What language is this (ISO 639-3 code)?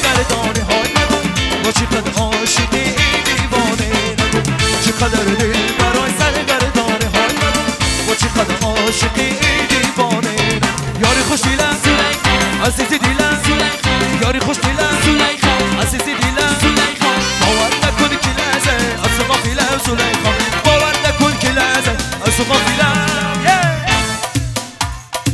fas